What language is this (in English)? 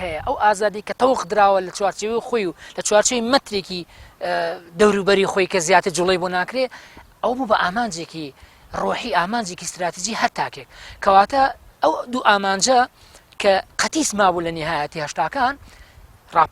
Central Kurdish